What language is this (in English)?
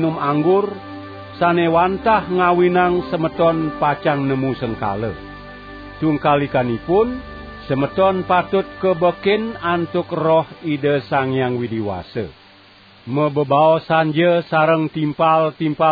Balinese